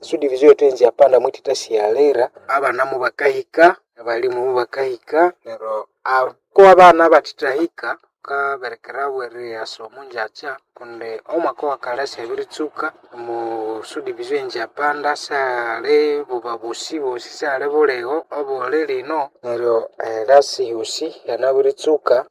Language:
Nande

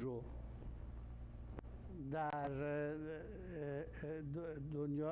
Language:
Persian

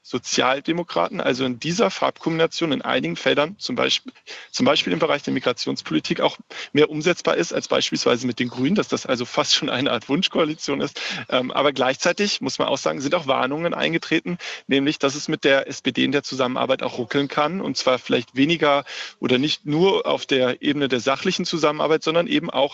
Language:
German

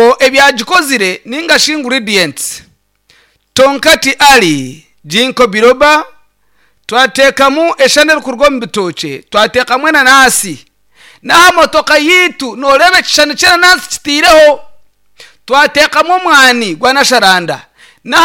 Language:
Nyankole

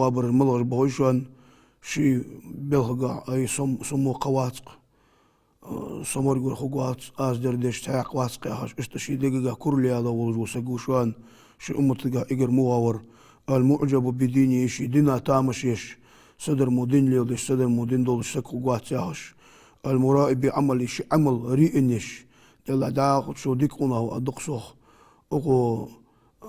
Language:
Ingush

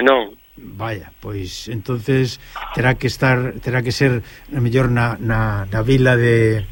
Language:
Galician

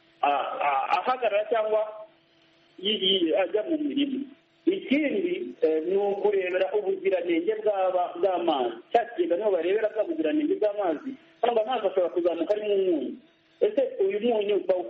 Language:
Kinyarwanda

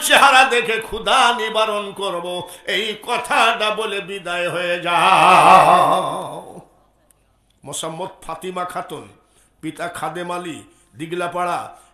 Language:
Bangla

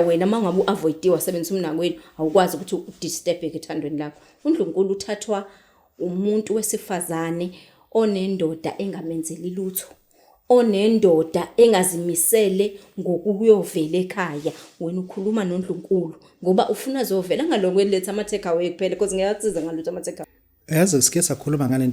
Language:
Zulu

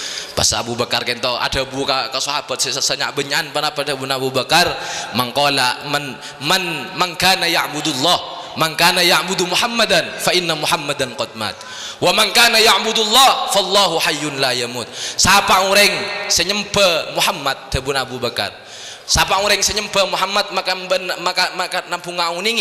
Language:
Madurese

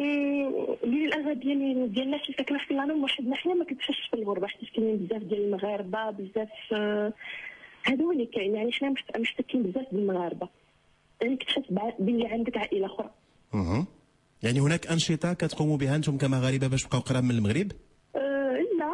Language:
Moroccan Arabic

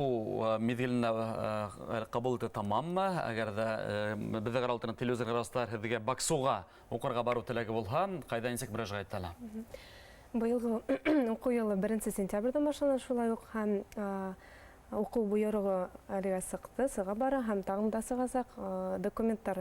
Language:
Bashkir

